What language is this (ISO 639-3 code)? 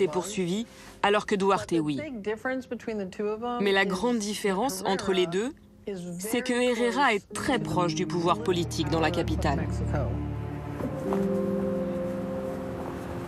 fra